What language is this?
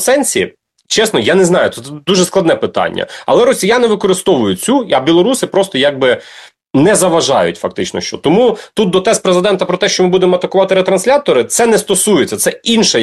Ukrainian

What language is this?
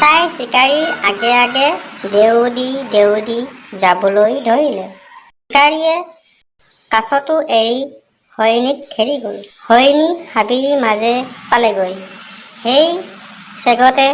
Assamese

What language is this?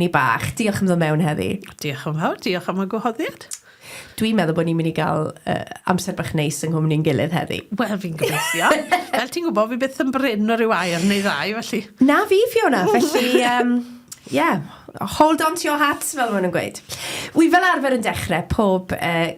Welsh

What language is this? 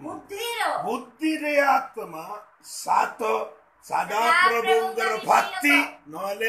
Odia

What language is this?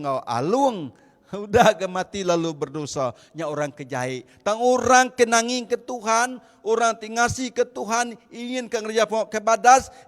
Iban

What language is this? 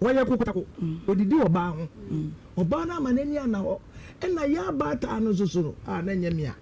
Akan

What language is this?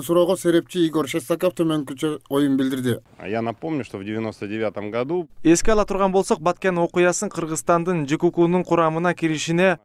Kyrgyz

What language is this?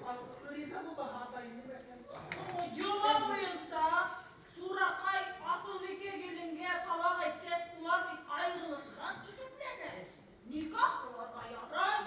Bashkir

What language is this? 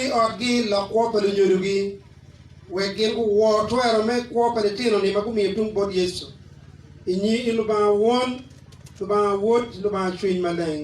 Acoli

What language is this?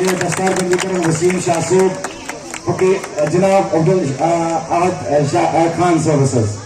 Kashmiri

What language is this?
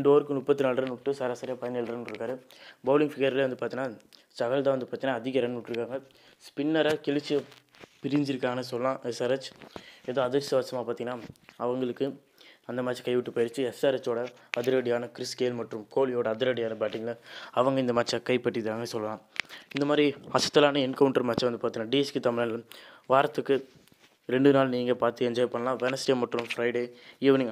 Tamil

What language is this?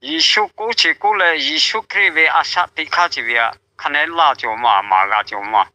Lahu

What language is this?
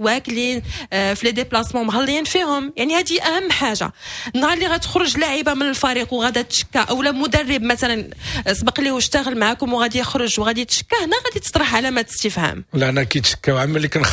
Moroccan Arabic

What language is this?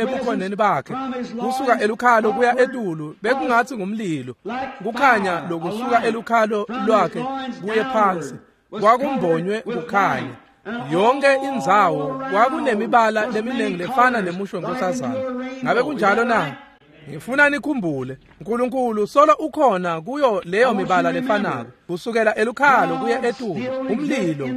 Swati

